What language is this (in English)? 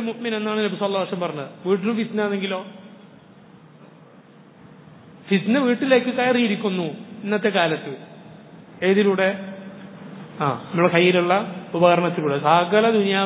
Malayalam